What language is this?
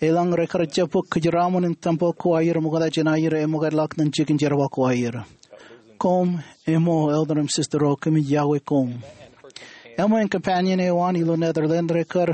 Marshallese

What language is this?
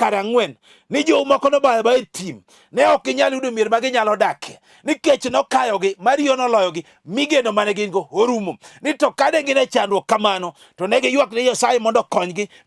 Luo (Kenya and Tanzania)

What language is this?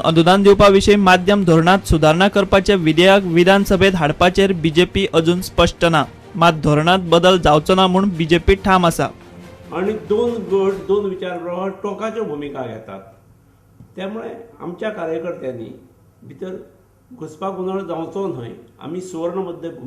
Konkani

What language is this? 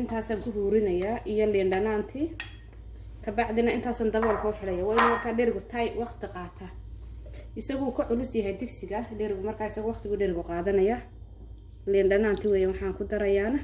Somali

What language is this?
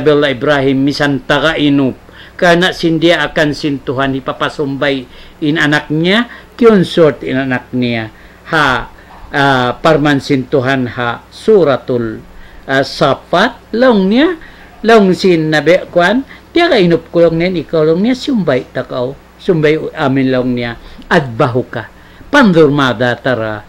Tausug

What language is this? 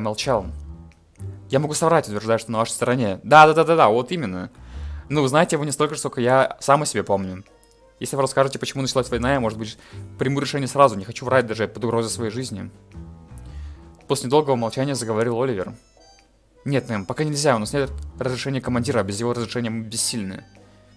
Russian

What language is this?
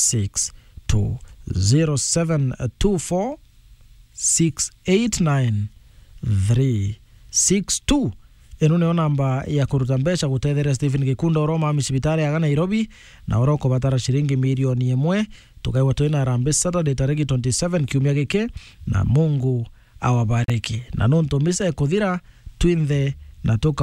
Meru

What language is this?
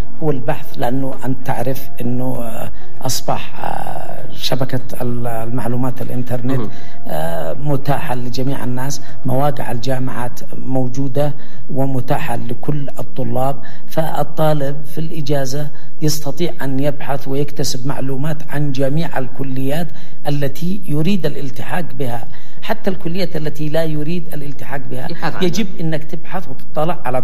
Arabic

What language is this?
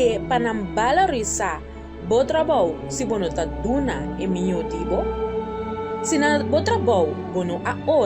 Papiamento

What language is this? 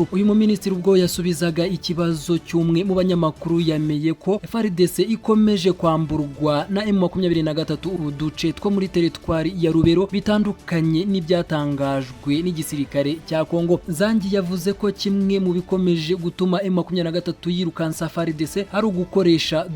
Kinyarwanda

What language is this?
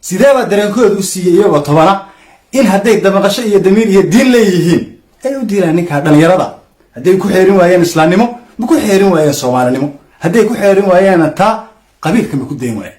Somali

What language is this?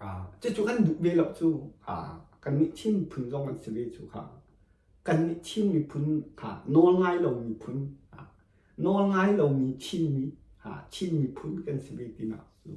Hakha Chin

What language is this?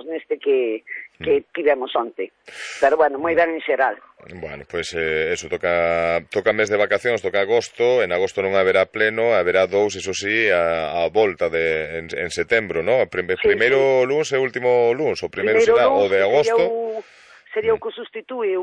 Galician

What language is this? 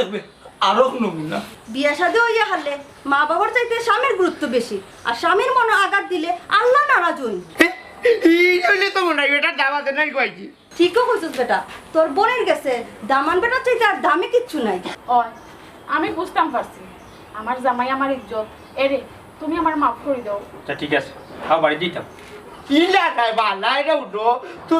Sylheti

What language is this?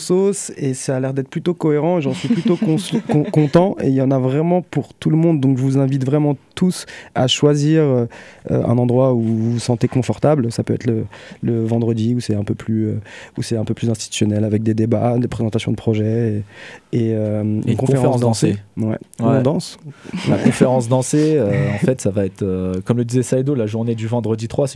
French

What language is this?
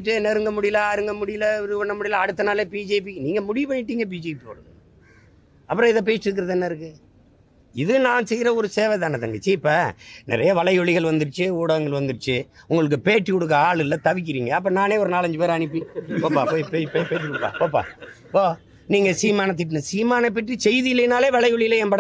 Tamil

